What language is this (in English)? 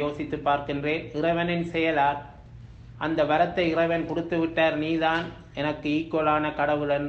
Tamil